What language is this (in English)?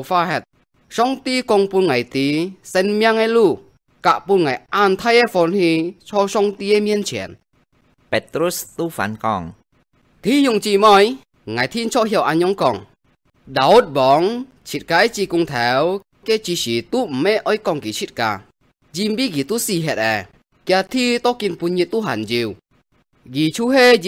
Hakka Chinese